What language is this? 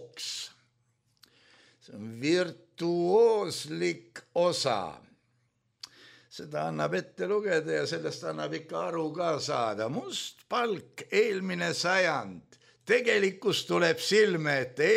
Estonian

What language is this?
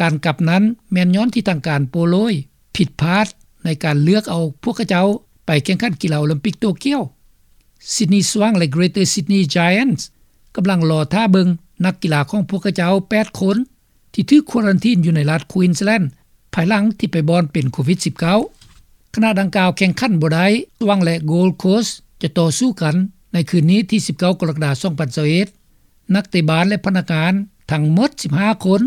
Lao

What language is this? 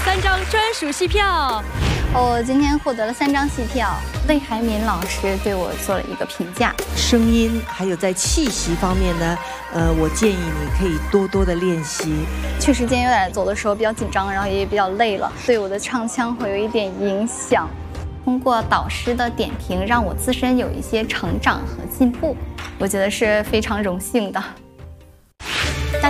Chinese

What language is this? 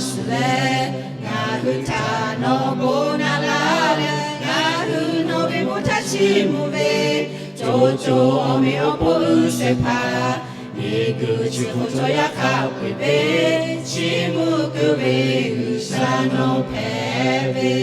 Lahu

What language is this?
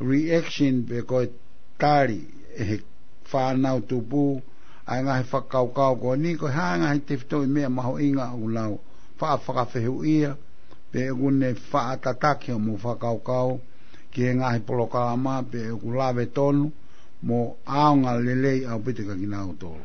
Tongan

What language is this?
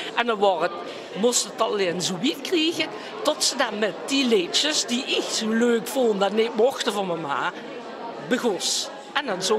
Limburgish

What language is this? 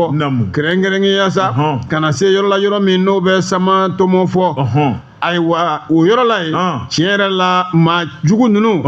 Bambara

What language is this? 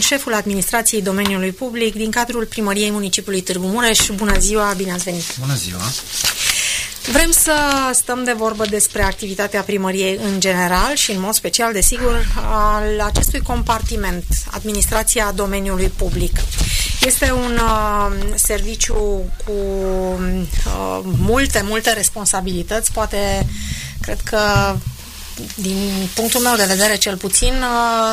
Romanian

